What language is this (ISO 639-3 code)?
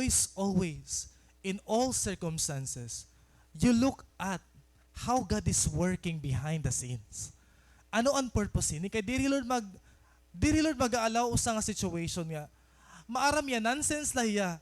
war